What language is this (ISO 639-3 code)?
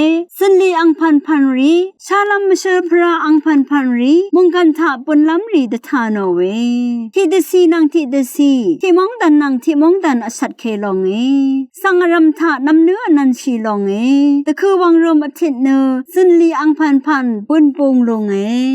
raw